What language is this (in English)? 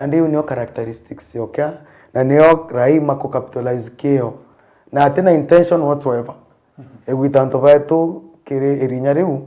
Meru